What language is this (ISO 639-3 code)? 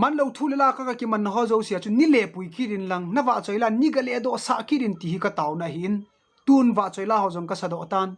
tcz